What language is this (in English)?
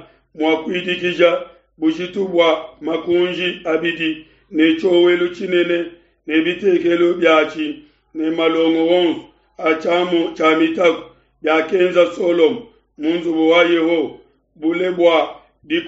Luba-Lulua